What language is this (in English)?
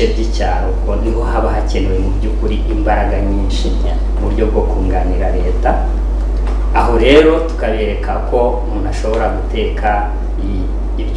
Kinyarwanda